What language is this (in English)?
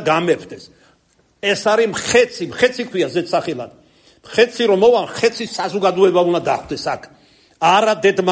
Georgian